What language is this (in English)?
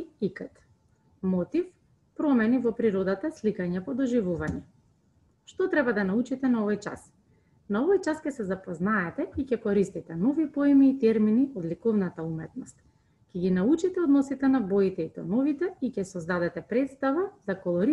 Macedonian